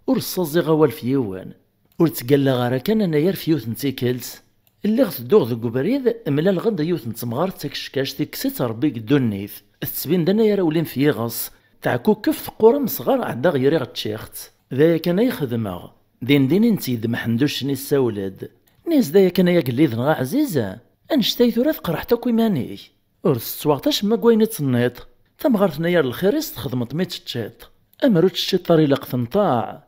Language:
Kabyle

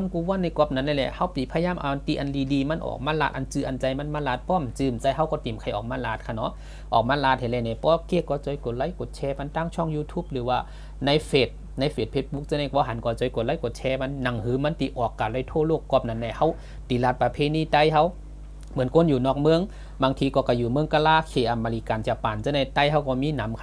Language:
Shan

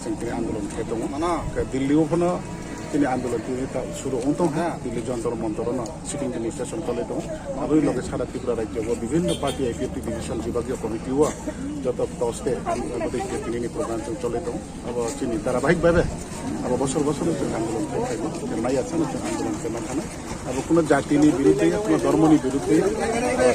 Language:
Riang (India)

